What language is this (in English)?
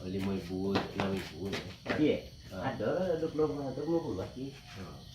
Minangkabau